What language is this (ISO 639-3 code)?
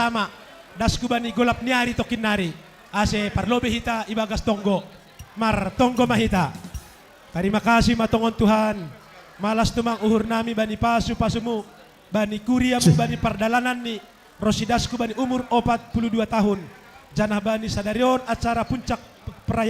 bts